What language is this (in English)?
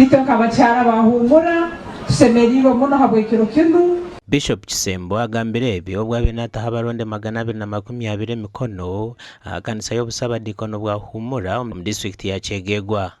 Nyankole